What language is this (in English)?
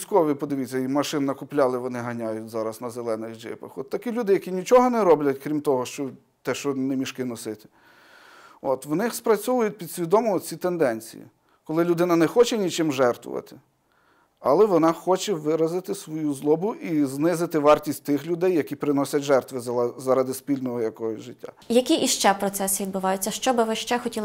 Ukrainian